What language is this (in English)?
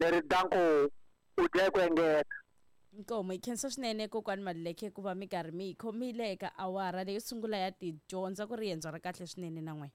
Tsonga